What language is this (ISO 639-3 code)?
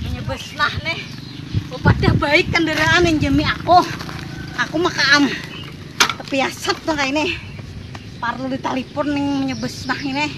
bjn